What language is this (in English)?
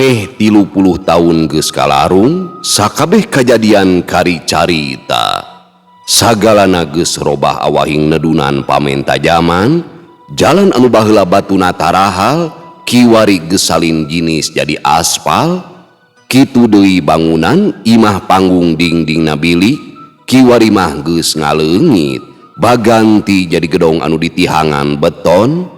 Sundanese